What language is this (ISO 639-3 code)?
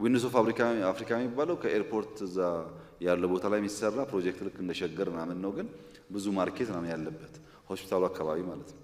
amh